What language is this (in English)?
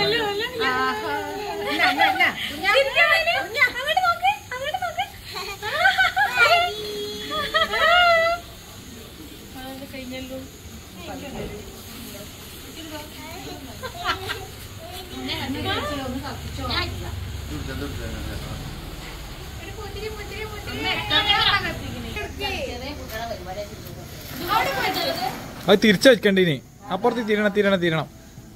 Malayalam